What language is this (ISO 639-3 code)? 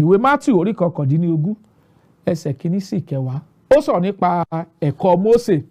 yor